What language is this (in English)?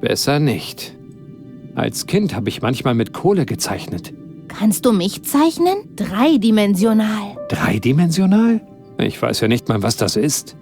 Bavarian